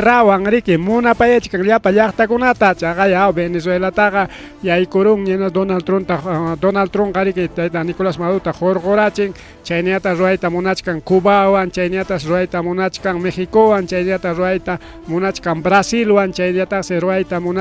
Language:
Ayacucho Quechua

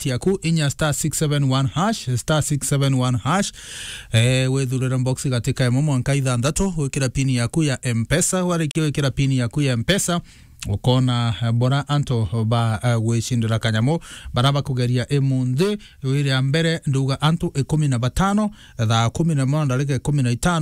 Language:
Meru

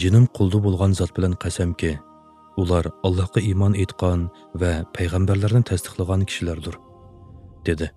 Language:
Uyghur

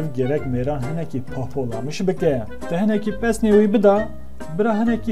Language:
Kurdish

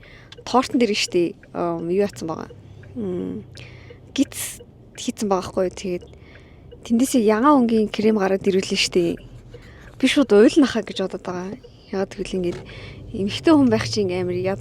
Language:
Mongolian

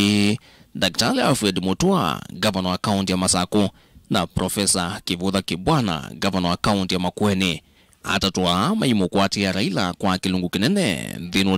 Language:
Kamba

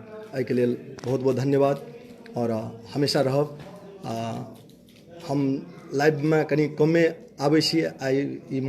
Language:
Maithili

